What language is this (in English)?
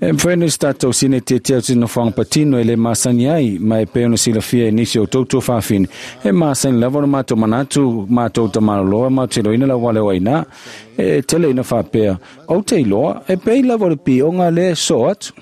Samoan